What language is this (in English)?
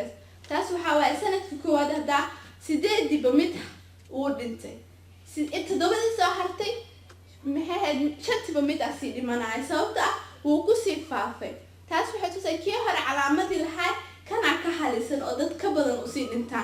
Somali